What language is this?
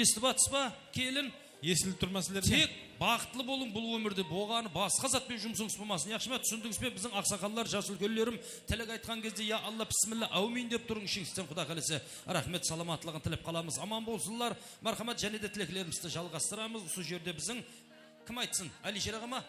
Kara-Kalpak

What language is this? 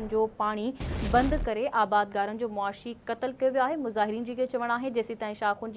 Sindhi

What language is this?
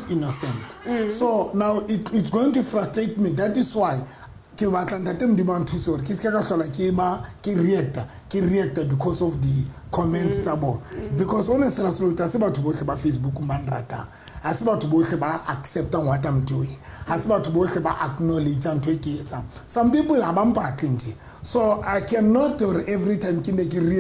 Southern Sotho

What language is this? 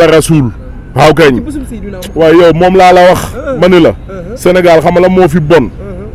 Wolof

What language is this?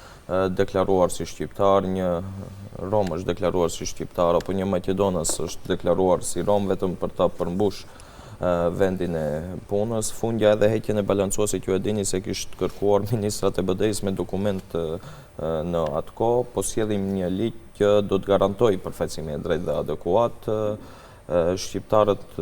Albanian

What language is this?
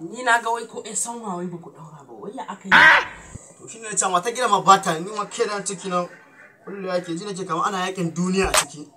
Hausa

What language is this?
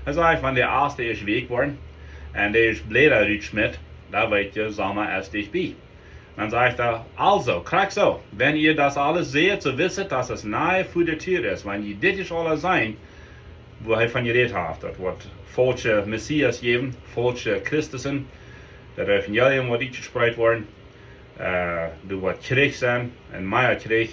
Plautdietsch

